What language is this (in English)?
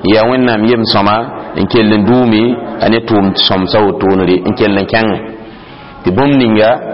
Mossi